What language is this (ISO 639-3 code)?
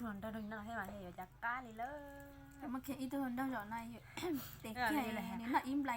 hmn